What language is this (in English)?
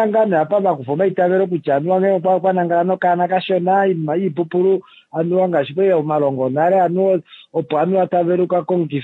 Kuanyama